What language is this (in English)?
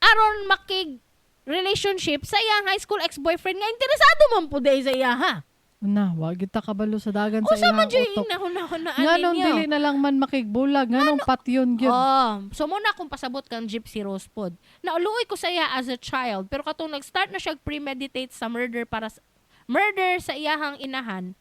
Cebuano